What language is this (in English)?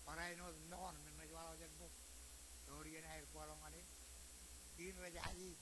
Marshallese